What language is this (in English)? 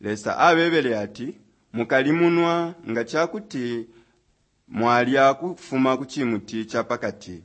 Bemba